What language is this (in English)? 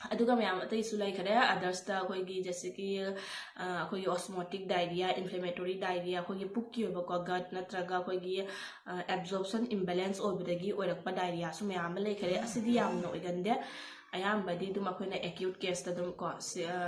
Manipuri